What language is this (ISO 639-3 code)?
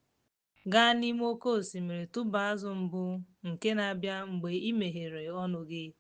ibo